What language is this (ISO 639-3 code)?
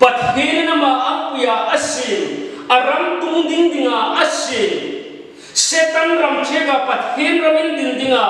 hmr